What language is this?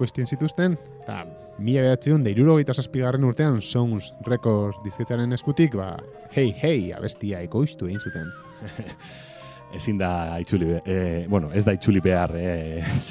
Basque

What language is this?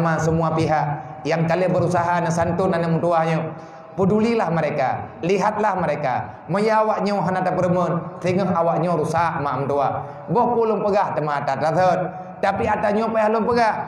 Achinese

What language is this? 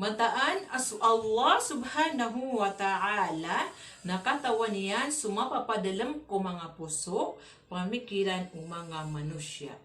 Maranao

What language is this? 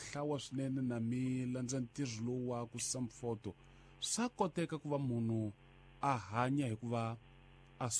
Tsonga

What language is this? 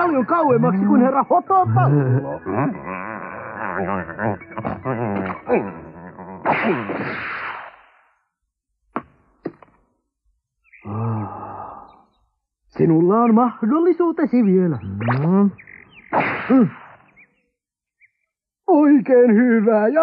Finnish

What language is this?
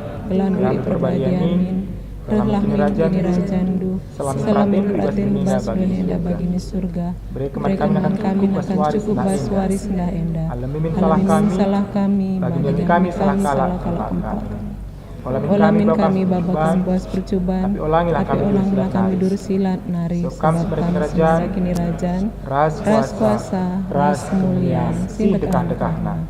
Batak Karo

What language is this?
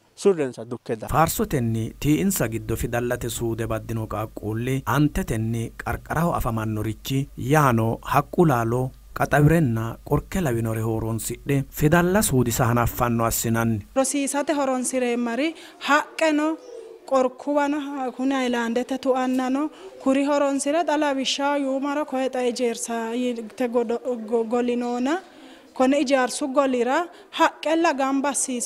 Sidamo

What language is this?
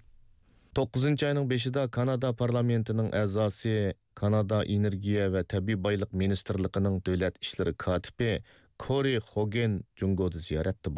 Uyghur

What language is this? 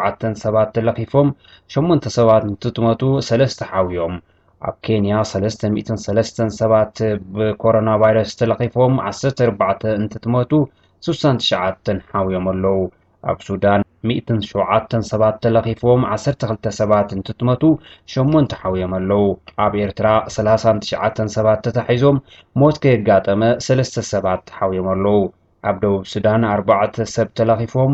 Tigrinya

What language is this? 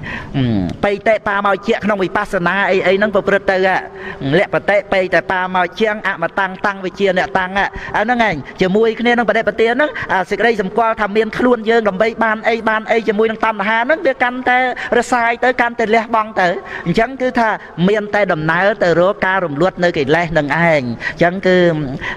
Khmer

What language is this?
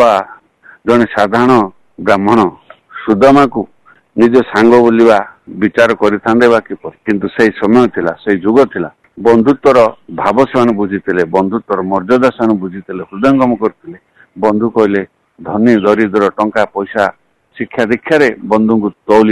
Odia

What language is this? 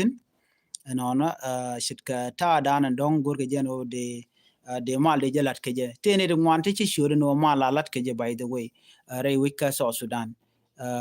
Nuer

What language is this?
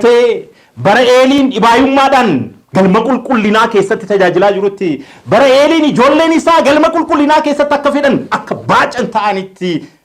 Oromo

